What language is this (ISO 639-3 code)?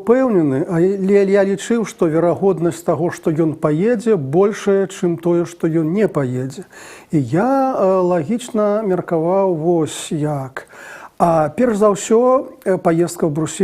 bel